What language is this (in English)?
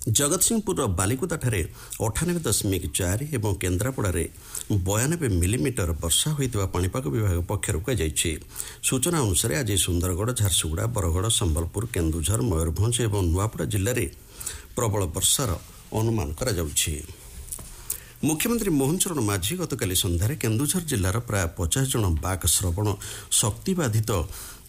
Odia